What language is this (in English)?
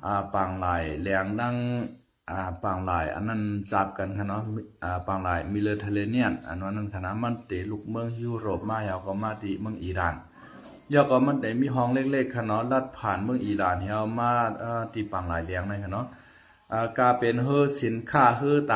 Shan